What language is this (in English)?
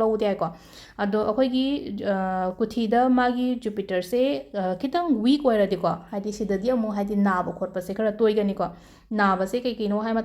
Manipuri